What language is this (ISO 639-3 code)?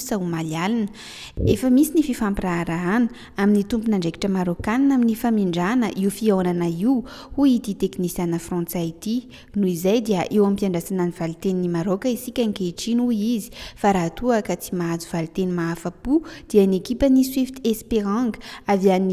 mlg